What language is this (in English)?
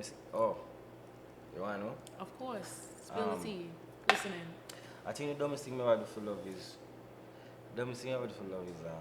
Jamaican Creole English